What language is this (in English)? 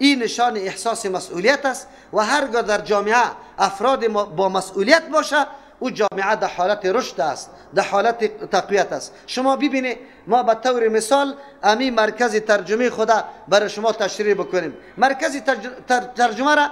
Persian